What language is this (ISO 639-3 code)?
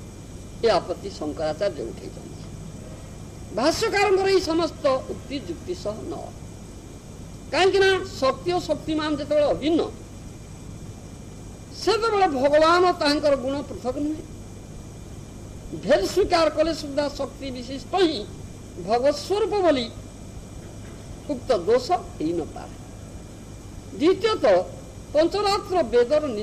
ori